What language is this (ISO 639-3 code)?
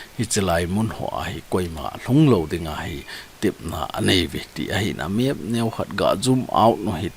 tcz